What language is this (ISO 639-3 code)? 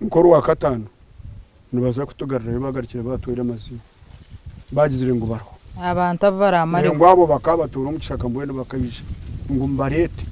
nyn